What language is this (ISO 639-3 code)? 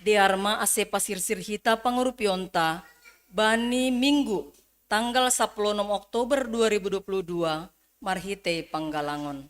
bts